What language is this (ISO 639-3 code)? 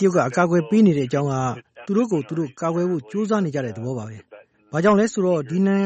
mya